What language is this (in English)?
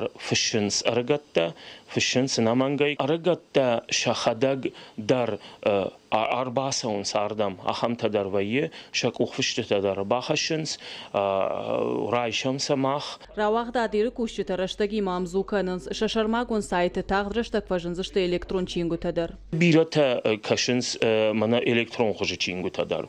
Ossetic